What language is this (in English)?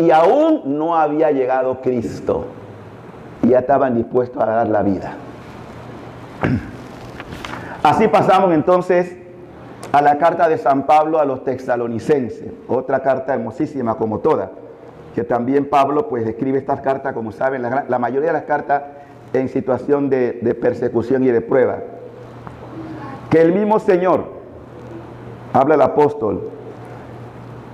Spanish